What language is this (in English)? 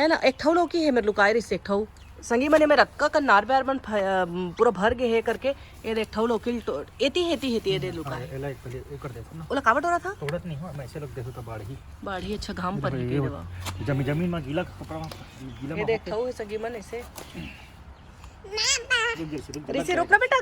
Chhattisgarhi